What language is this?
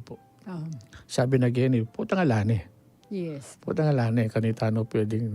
Pampanga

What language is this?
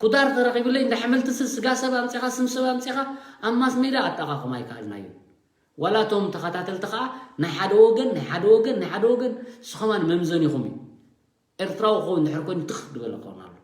Tigrinya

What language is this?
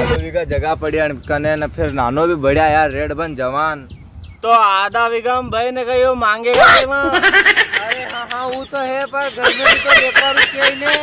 Rajasthani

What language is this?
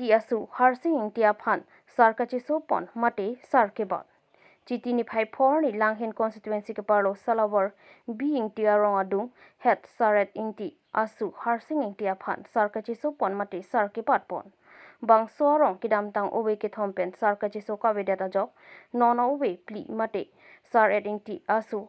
Karbi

